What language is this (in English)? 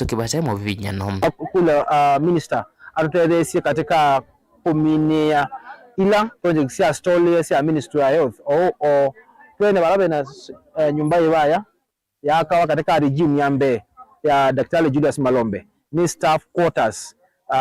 Kamba